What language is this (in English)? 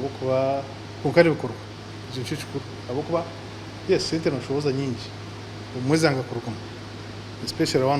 Nyankole